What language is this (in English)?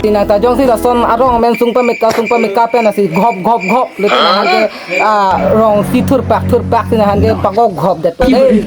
Karbi